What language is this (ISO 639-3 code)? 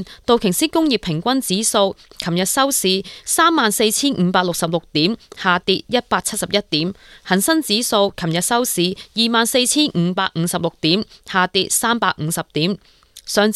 yue